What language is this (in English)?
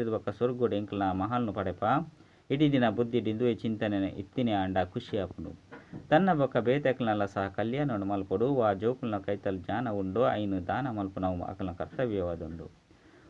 Tulu